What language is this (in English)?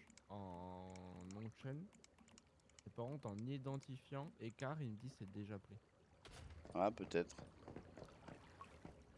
French